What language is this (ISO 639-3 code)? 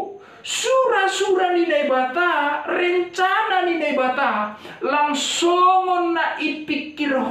bts